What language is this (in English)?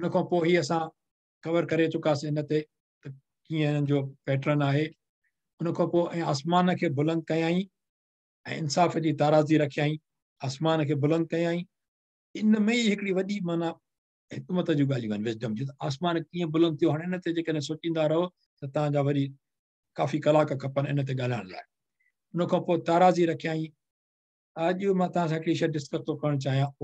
Sindhi